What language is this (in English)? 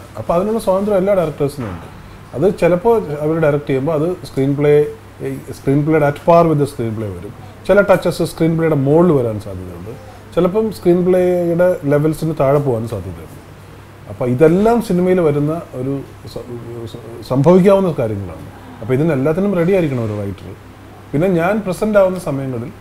Malayalam